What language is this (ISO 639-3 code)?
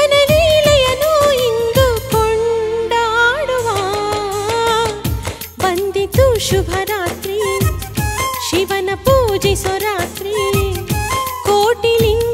kan